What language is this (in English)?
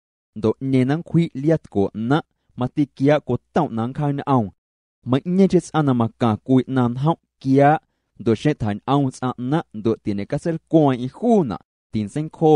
Guerrero Amuzgo